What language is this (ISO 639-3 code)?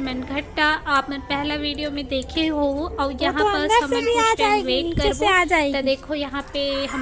hne